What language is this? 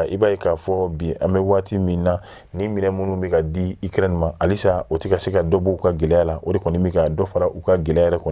Bambara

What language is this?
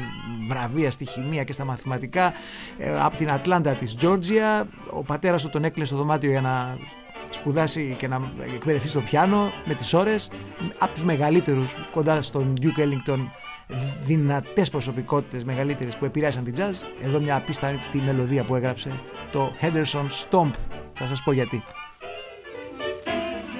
Greek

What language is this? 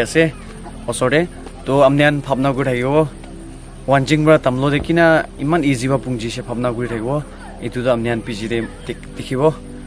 Naga Pidgin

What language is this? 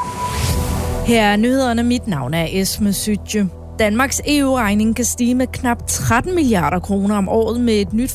Danish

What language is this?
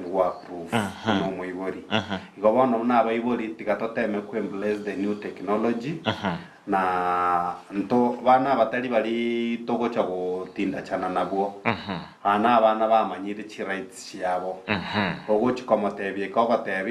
Gusii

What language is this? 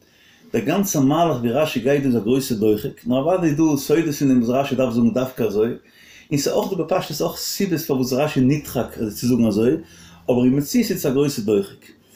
Yiddish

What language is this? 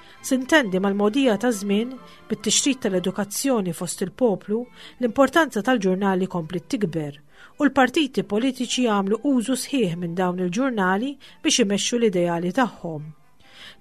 Maltese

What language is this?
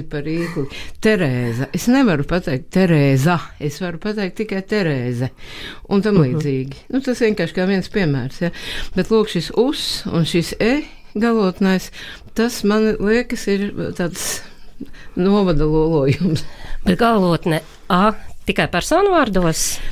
Latvian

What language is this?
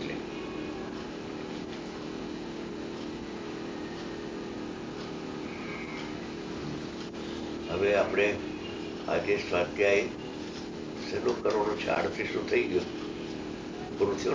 Gujarati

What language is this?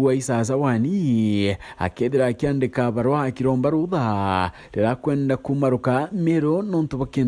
Meru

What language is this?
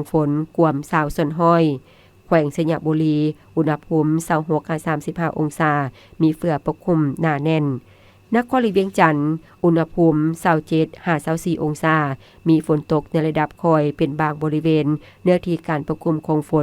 Lao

